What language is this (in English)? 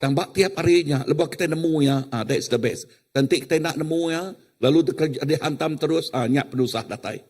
Iban